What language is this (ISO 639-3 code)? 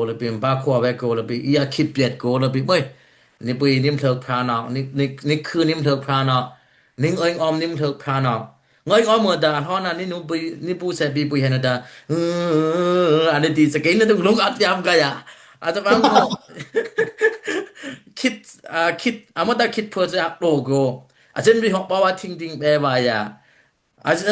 dis